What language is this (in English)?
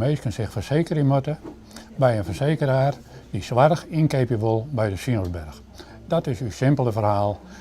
Western Frisian